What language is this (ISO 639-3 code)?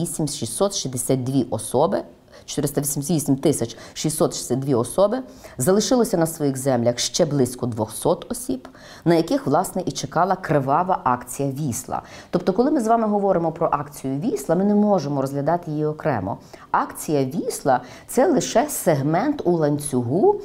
ukr